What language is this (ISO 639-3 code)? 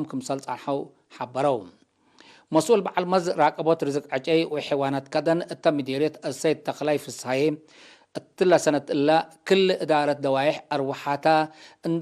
tig